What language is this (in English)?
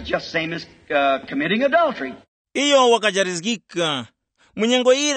Tumbuka